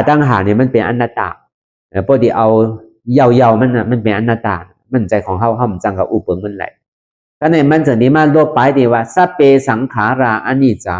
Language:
Shan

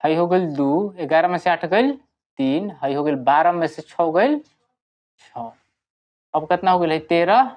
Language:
Bhojpuri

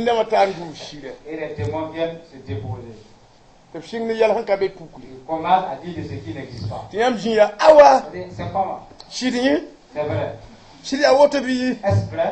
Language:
Mossi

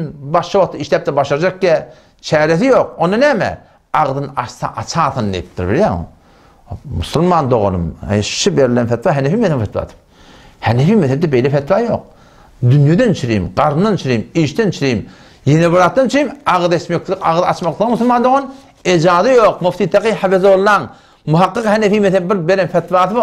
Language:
Turkmen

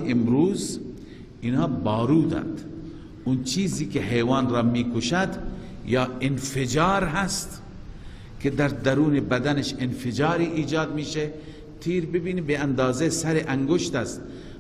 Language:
Persian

